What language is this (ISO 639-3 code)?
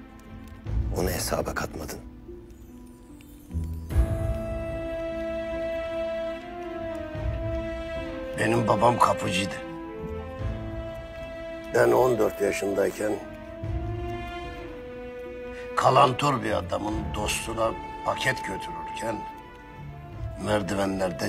tur